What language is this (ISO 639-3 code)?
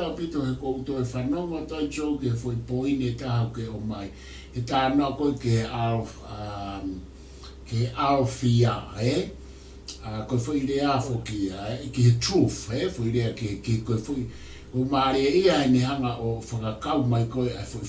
ton